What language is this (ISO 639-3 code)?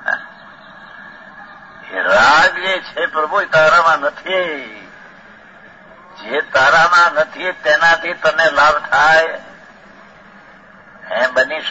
guj